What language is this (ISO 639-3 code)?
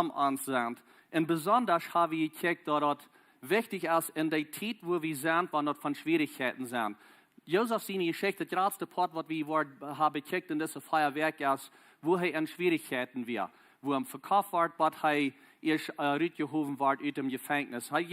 pdt